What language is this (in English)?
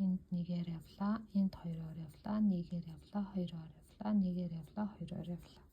Mongolian